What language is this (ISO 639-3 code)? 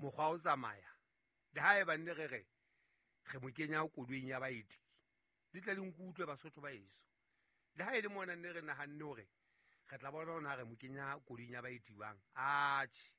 sot